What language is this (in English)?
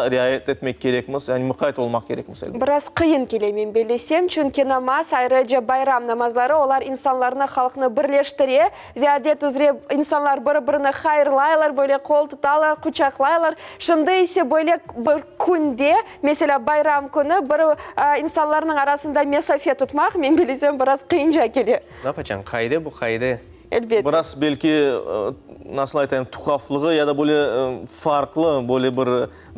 Crimean Tatar